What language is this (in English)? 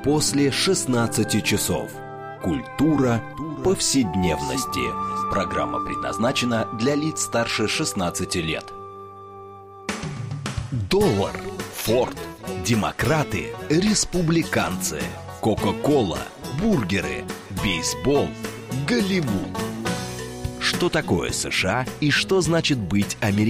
Russian